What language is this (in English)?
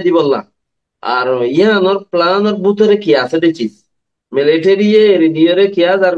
Rohingya